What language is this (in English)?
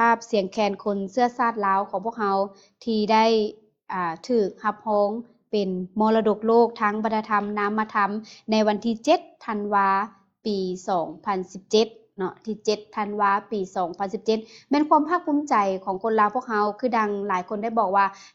Lao